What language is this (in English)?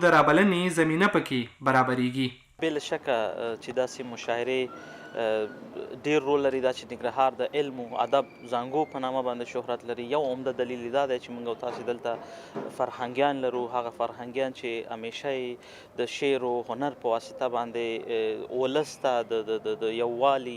Pashto